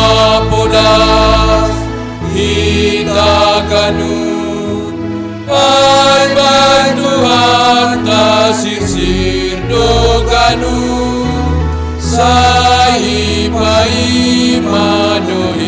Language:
Batak Simalungun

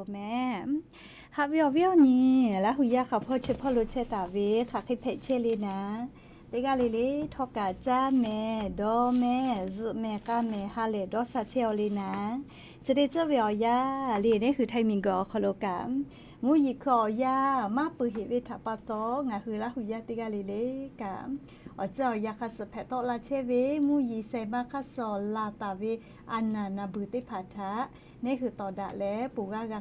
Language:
Lahu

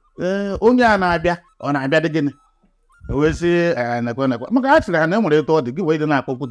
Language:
Igbo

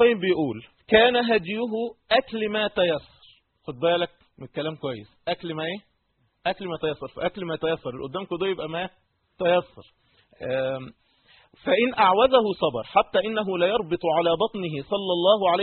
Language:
Egyptian Arabic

